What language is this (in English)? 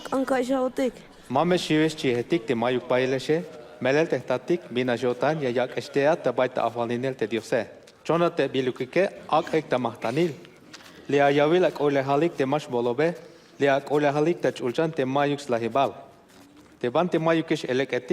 Tzeltal